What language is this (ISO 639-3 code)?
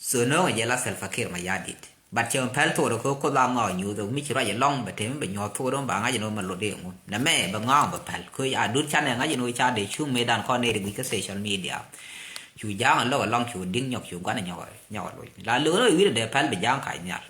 nus